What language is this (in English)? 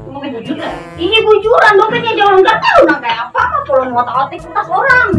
Banjar